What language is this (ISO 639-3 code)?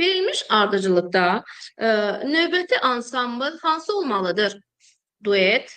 aze